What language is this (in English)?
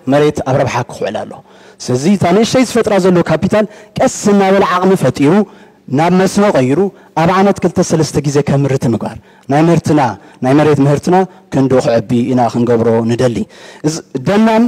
Tigrinya